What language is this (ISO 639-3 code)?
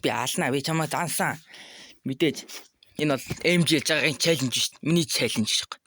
mon